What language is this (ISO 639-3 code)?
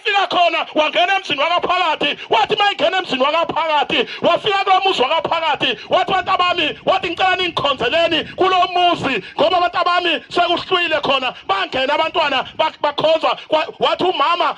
zul